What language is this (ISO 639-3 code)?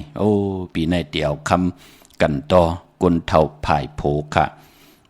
shn